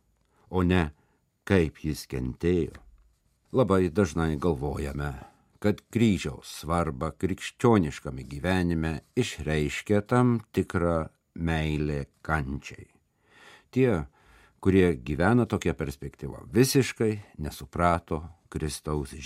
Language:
Lithuanian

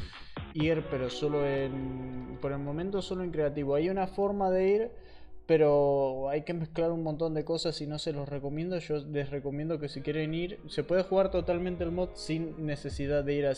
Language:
Spanish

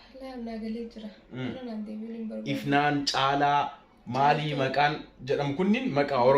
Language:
Oromo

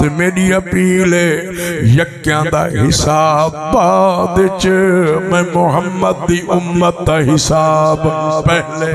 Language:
Saraiki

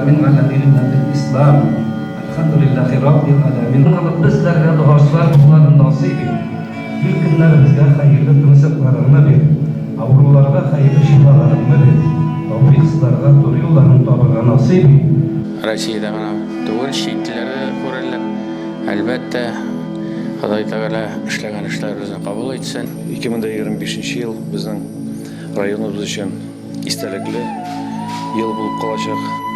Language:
Tatar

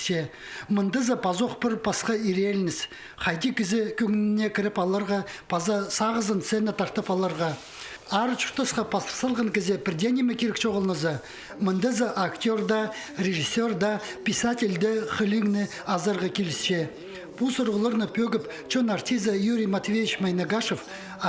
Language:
Khakas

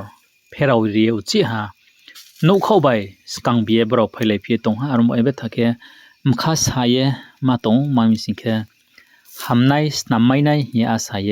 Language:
Riang (India)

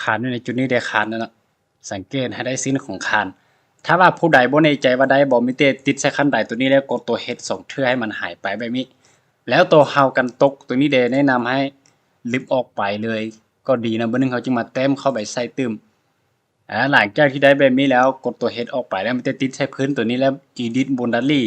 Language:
Lao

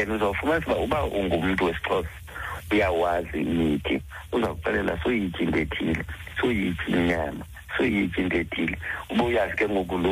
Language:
Xhosa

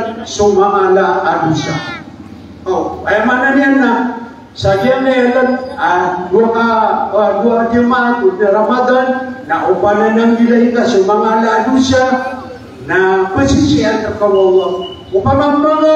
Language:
Maranao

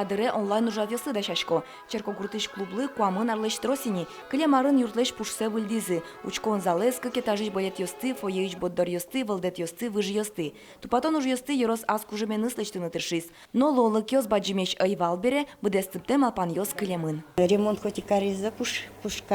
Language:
Udmurt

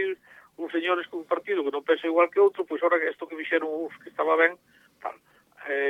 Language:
Galician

